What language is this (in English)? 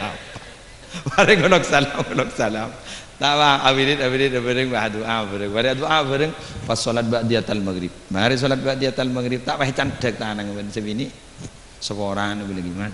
Madurese